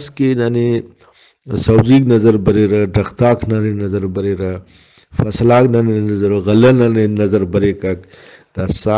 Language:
Brahui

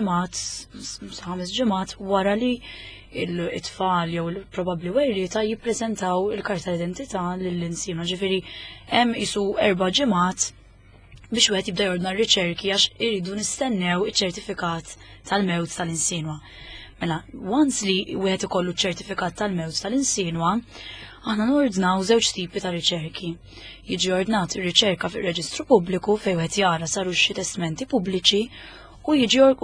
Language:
Maltese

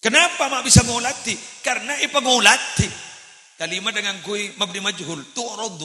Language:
Madurese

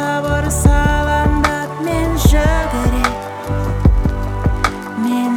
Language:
Kazakh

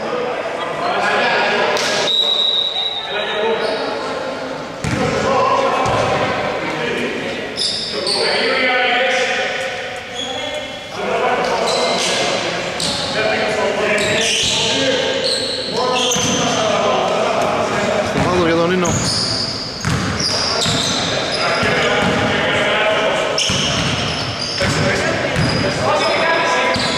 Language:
Greek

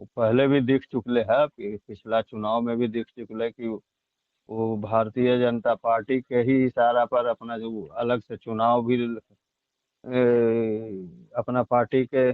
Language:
Magahi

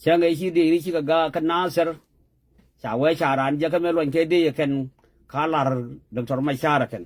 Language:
Nuer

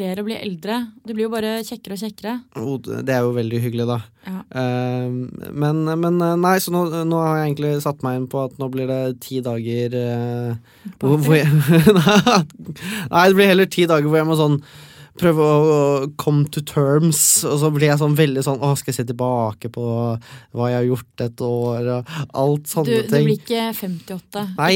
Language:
Norwegian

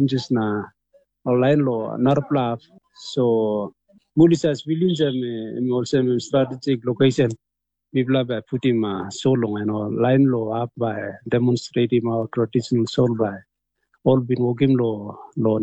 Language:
Tok Pisin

